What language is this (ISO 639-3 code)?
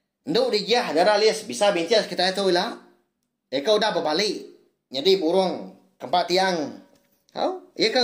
iba